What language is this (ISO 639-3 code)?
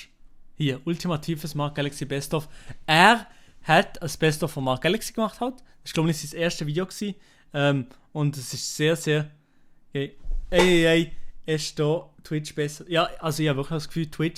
gsw